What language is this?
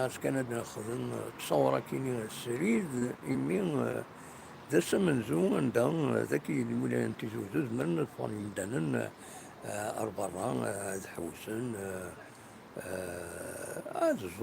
Kabyle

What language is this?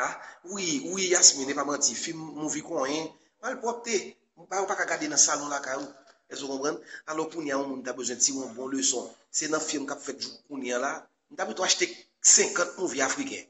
Haitian Creole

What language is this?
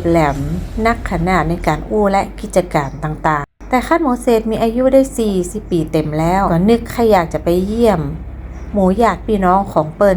Northern Thai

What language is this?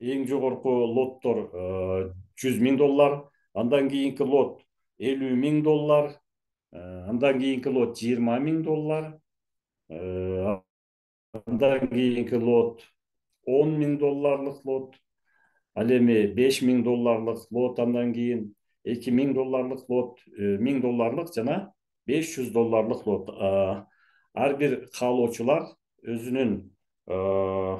Kyrgyz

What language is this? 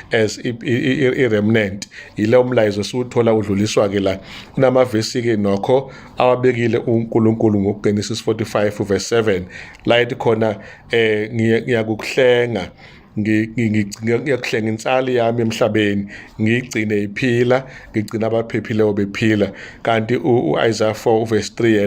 Zulu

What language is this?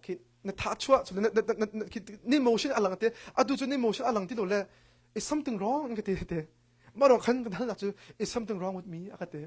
Hakha Chin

